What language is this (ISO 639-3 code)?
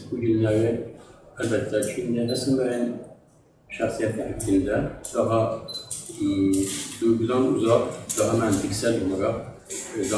azb